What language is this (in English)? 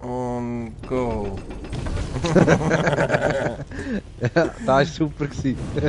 Swiss German